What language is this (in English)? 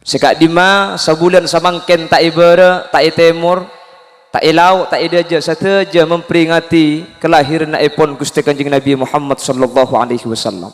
Madurese